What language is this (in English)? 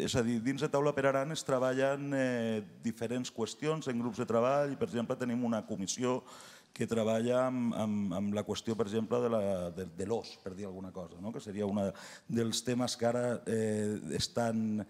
Occitan